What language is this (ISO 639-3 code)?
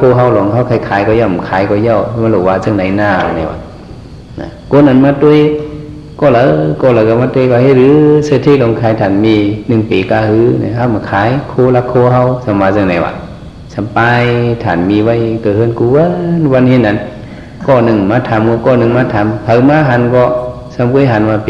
shn